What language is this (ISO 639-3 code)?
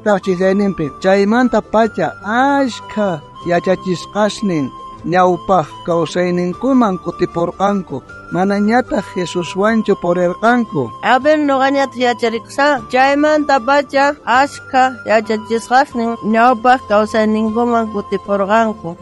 quh